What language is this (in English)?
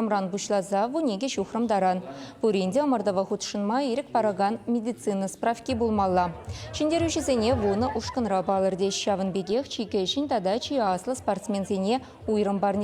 Chuvash